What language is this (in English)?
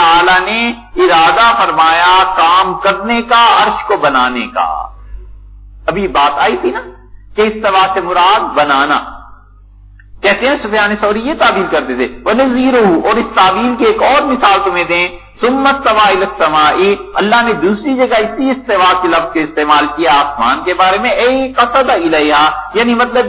Urdu